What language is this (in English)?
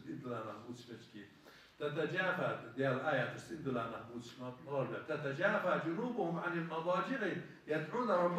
Ingush